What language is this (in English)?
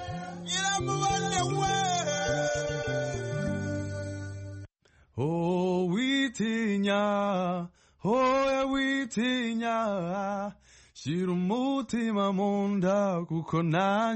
Kinyarwanda